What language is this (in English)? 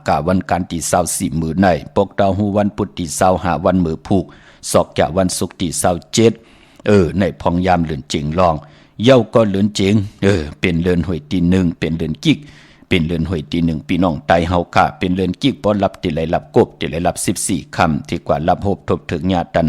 Shan